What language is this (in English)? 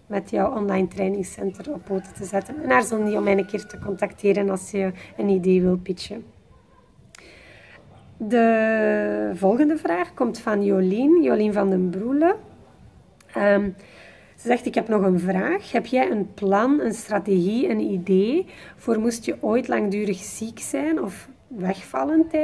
Dutch